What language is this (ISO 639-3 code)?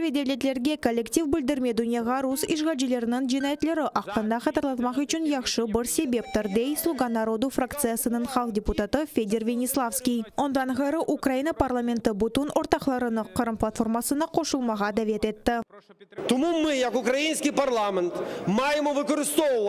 crh